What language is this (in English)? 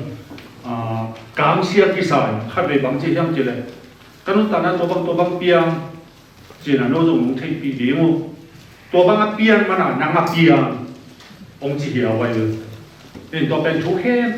Tedim Chin